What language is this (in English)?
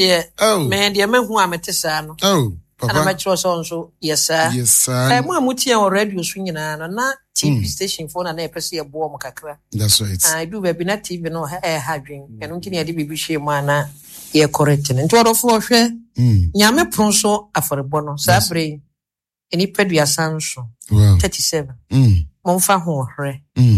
Akan